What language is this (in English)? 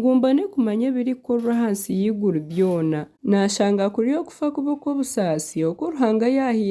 Nyankole